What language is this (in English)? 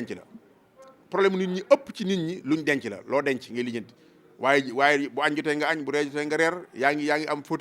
Wolof